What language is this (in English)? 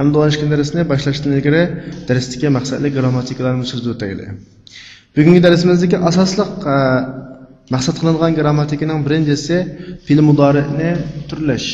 Uyghur